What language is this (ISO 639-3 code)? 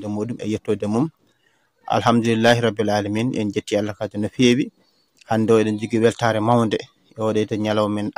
ful